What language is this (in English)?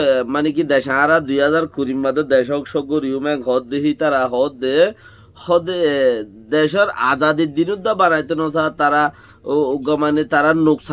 Rohingya